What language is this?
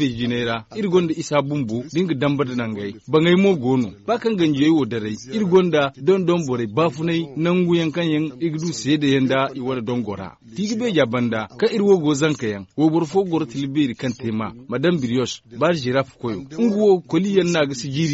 Zarma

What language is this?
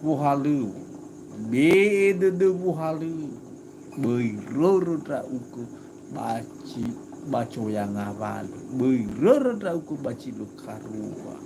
Nias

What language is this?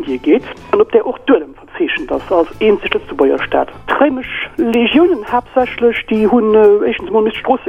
Luxembourgish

